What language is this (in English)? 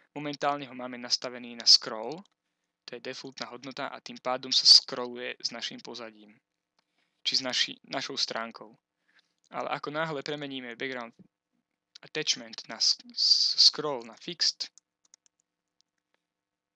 Slovak